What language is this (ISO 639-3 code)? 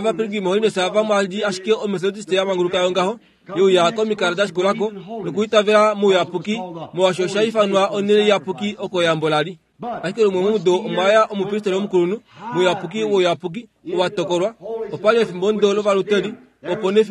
kua